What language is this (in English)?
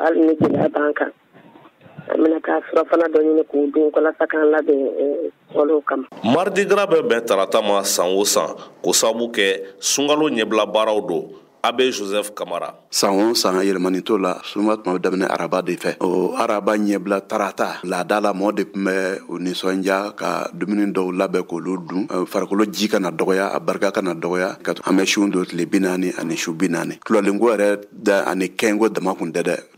Bambara